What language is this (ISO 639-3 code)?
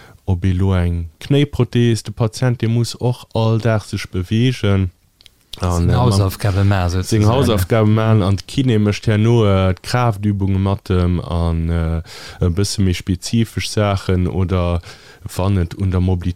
ltz